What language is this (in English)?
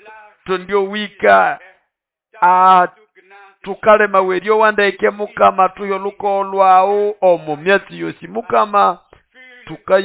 Nande